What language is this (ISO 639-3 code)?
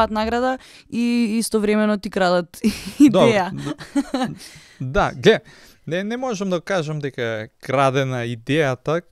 mkd